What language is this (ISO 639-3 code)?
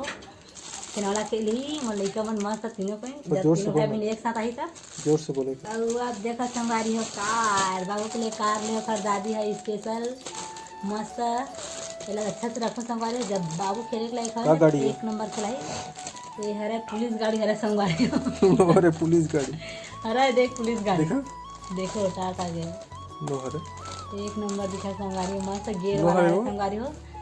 hne